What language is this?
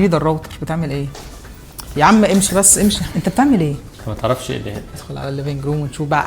Egyptian Arabic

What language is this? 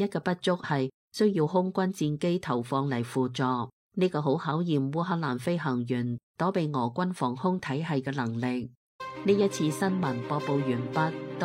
Cantonese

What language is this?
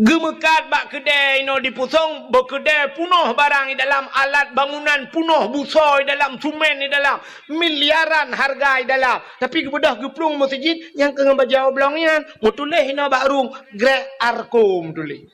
Achinese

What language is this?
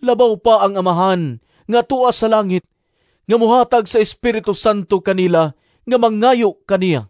Cebuano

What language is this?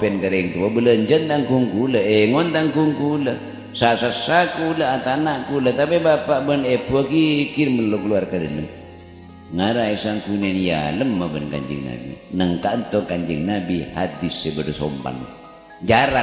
Madurese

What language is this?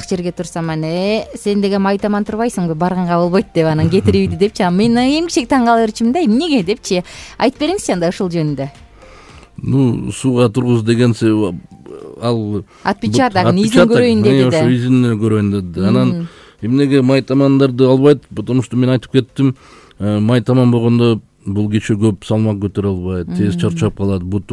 Kyrgyz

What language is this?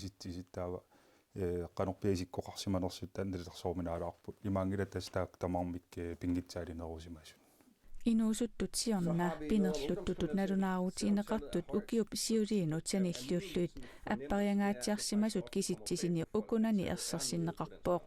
Kalaallisut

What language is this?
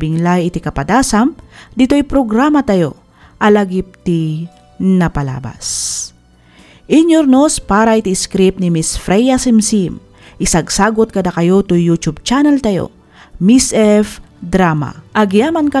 Iloko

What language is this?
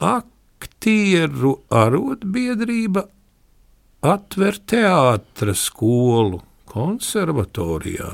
Latvian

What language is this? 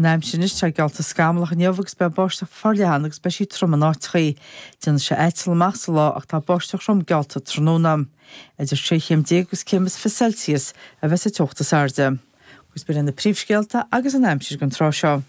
Irish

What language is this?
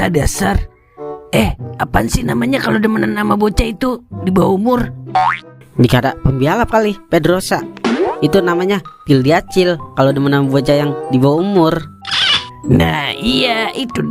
Betawi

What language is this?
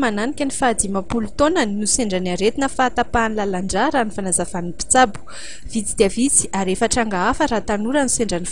Malagasy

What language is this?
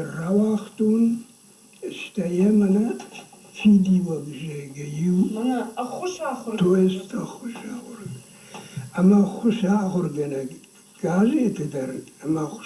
Ossetic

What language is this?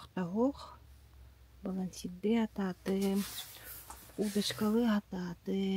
Yakut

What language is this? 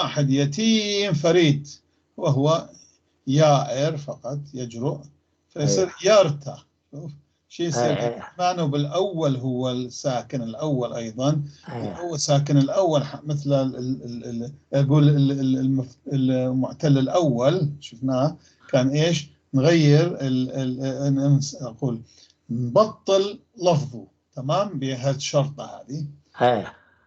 North Levantine Arabic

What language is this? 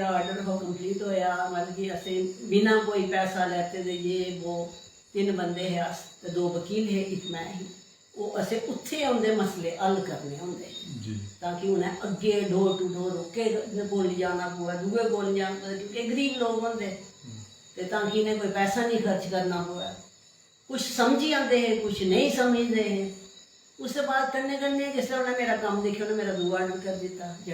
Dogri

